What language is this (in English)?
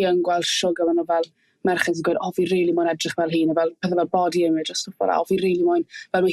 Welsh